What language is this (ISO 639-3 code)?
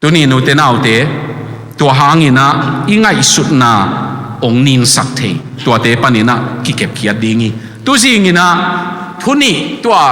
ctd